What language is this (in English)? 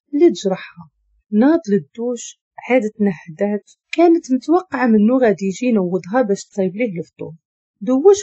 Moroccan Arabic